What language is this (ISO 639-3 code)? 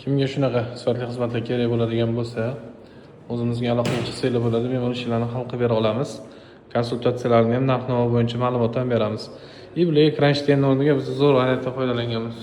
uzb